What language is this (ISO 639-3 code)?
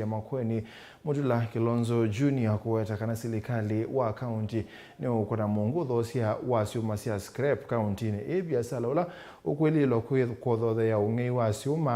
kam